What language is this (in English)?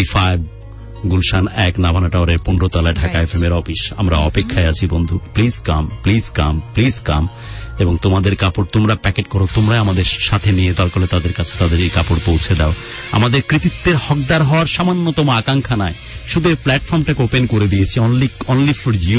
Bangla